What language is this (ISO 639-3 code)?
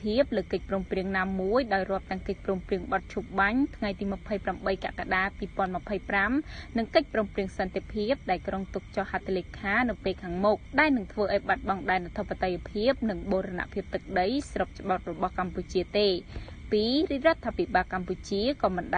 khm